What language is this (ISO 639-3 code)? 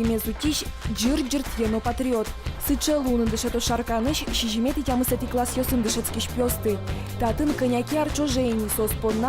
udm